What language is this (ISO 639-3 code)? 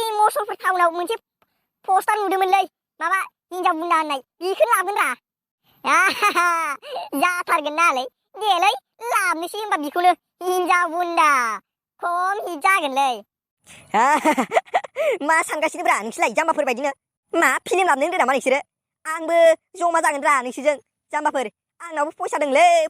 brx